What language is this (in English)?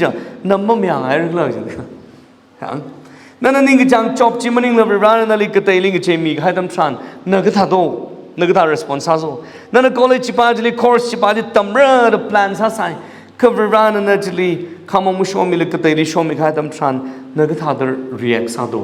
Tangkhul Naga (India)